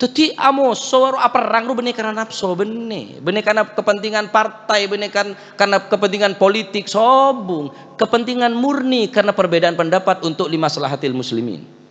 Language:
Madurese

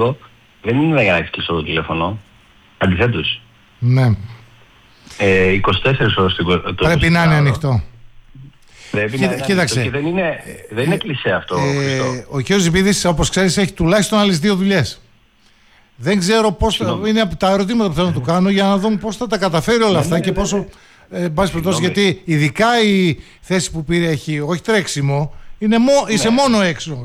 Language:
Greek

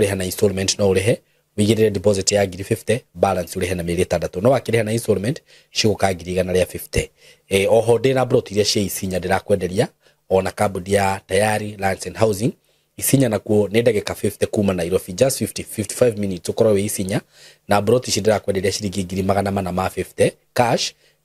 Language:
Kikuyu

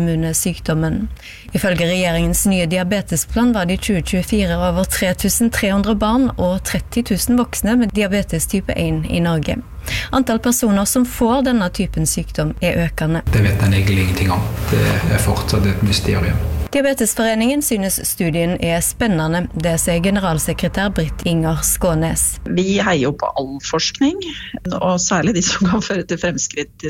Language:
Norwegian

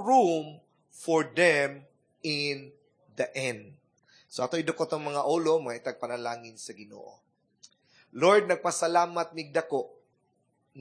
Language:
Cebuano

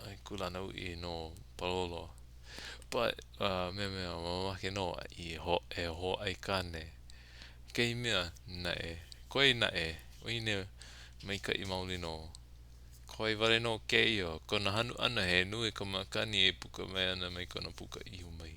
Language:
Hawaiian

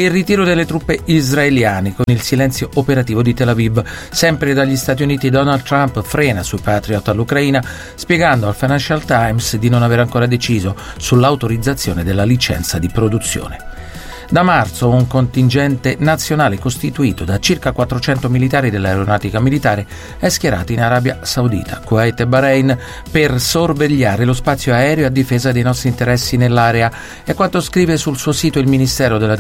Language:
Italian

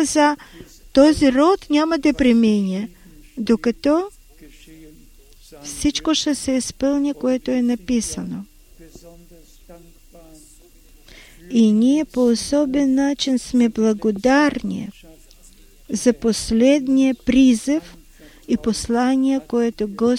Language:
Bulgarian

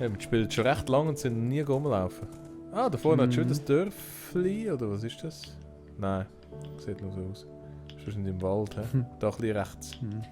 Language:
Swiss German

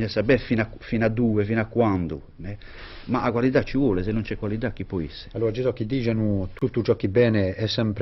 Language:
Corsican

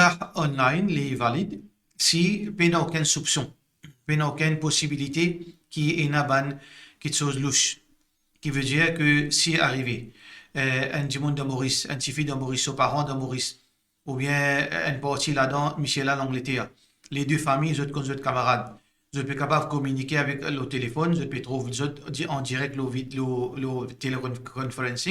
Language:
Morisyen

